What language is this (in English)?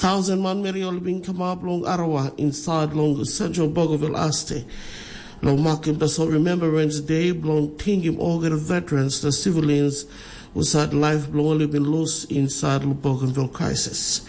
Tok Pisin